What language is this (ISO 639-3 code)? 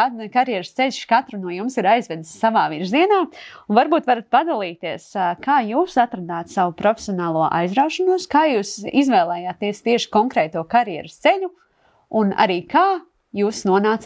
lav